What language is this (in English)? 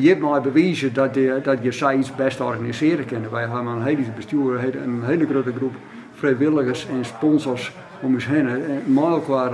Western Frisian